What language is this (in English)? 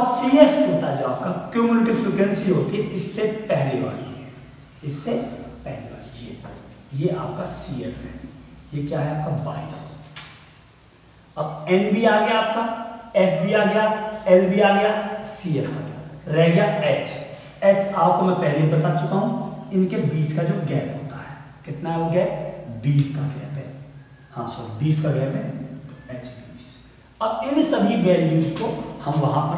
Hindi